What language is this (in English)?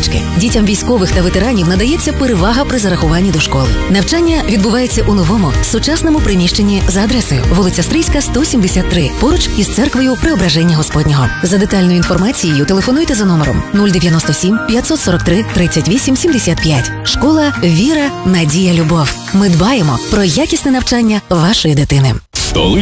Ukrainian